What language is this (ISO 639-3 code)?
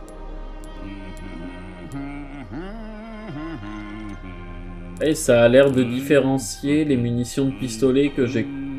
fra